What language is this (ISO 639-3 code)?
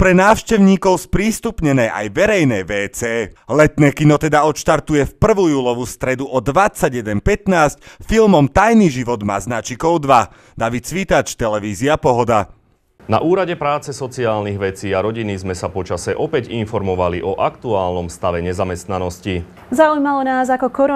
slk